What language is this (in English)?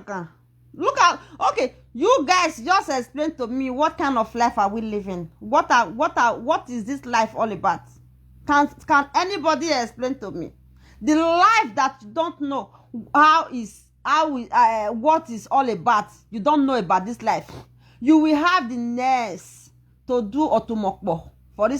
Nigerian Pidgin